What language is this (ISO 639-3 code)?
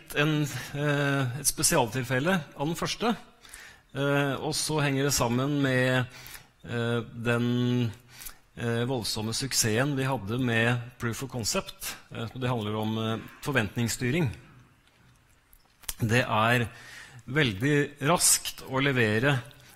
nor